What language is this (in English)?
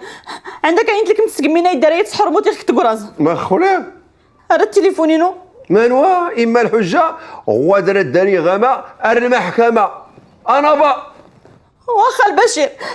Moroccan Arabic